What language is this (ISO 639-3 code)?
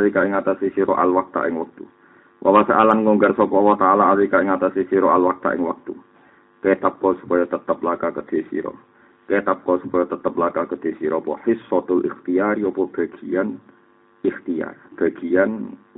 jav